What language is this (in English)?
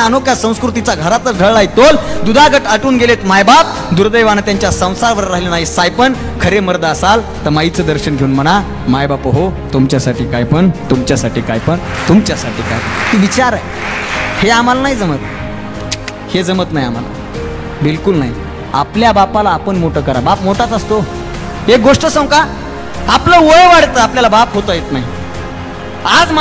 Marathi